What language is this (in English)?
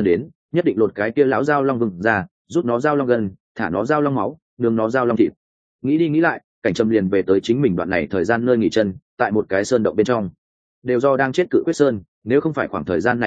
Vietnamese